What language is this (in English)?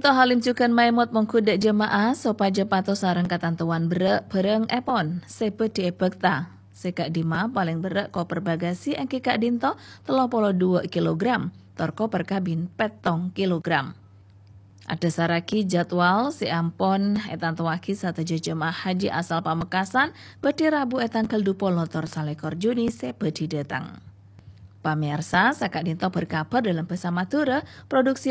Madurese